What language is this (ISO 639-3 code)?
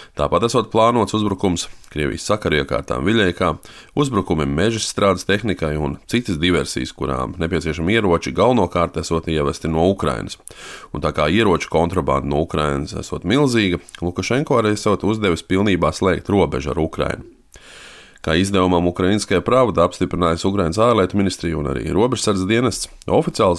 lav